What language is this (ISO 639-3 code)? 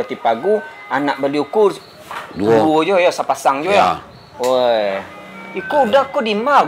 min